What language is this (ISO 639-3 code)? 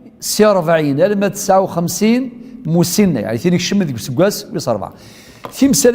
kab